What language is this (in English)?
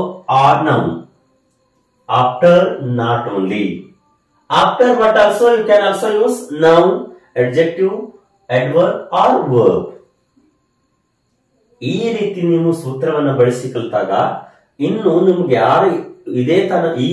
Kannada